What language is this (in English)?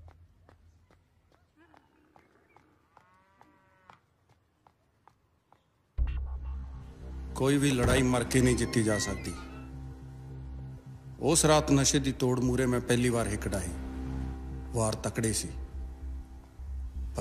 Punjabi